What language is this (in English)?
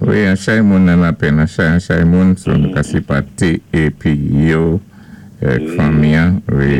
Saint Lucian Creole French